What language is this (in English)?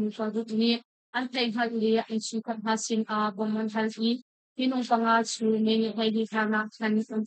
Hakha Chin